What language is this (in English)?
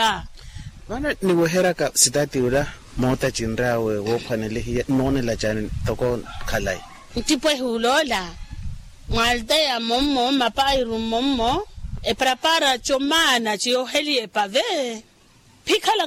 Makhuwa